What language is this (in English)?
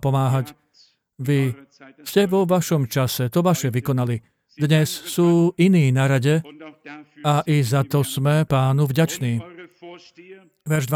Slovak